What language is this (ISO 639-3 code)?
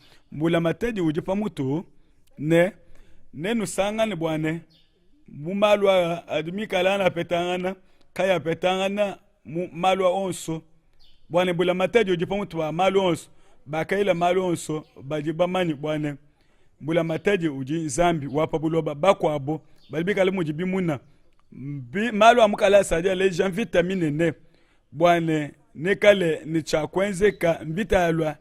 lua